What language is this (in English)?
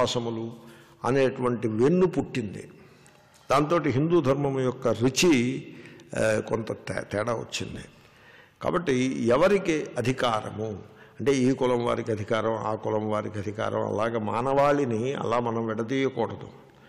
Telugu